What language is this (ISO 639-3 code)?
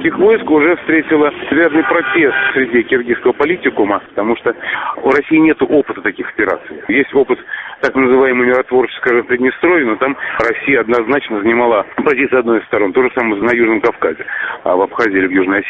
rus